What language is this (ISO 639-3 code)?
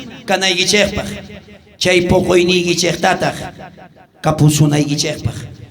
quh